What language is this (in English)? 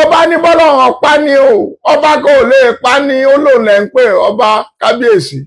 Yoruba